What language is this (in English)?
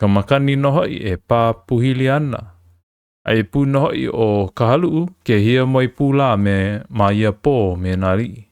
Hawaiian